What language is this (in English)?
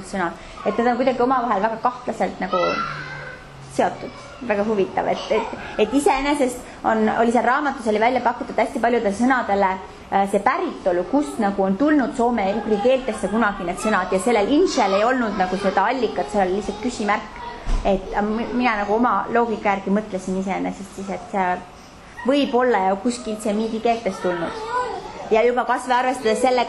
Estonian